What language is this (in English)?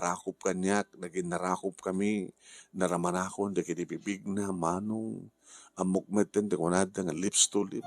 Iloko